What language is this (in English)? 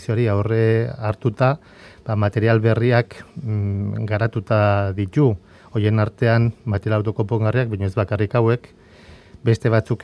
Basque